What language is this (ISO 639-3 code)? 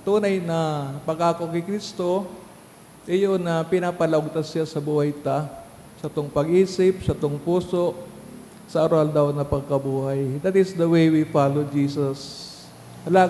bik